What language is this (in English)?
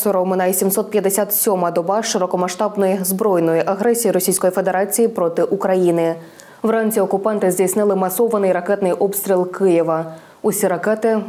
Ukrainian